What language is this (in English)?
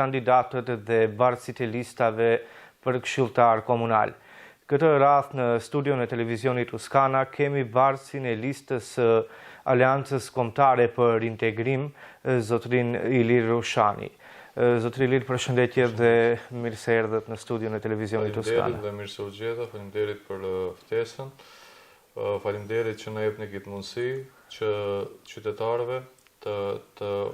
Albanian